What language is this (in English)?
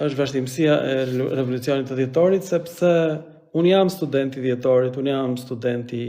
Albanian